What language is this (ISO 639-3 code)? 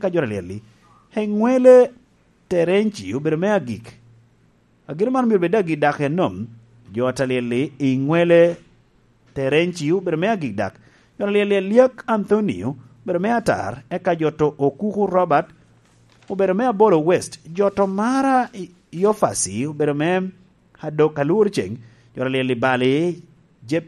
laj